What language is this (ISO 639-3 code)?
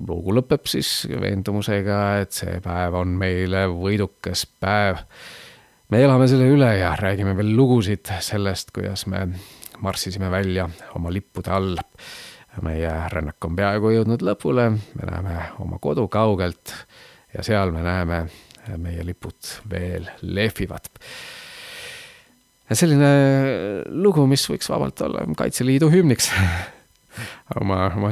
est